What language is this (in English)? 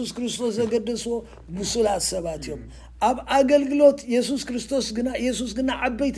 Tigrinya